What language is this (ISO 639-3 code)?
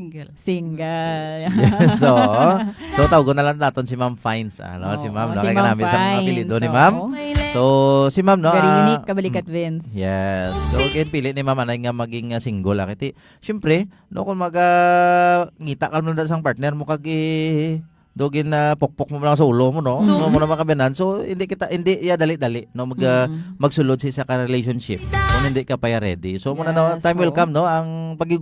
hil